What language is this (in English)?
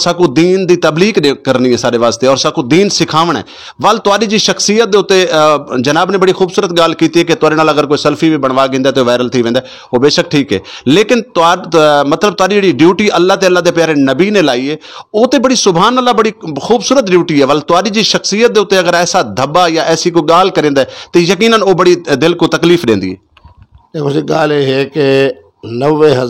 Saraiki